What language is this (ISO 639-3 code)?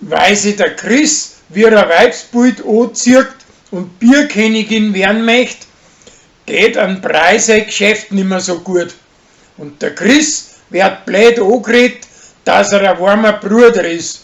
bar